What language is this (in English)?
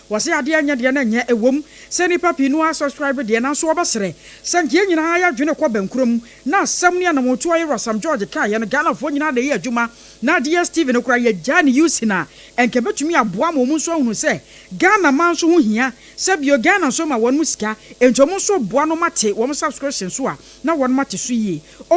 Akan